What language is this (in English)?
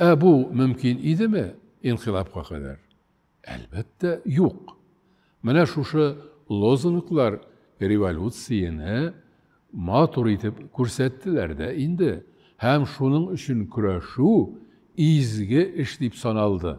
Tatar